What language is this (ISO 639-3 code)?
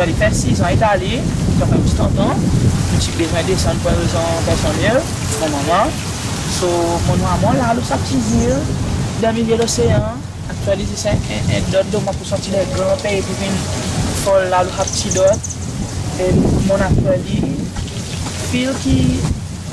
crs